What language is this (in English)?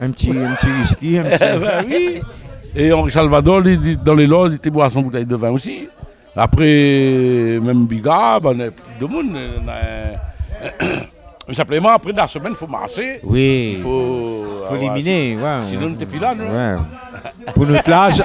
Réunion Creole French